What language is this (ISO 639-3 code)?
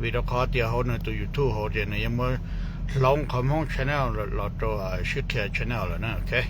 hmn